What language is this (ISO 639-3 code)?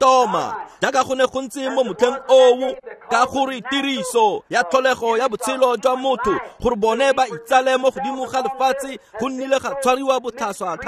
tsn